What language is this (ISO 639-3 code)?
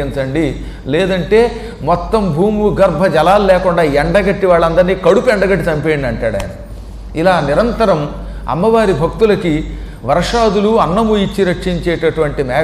tel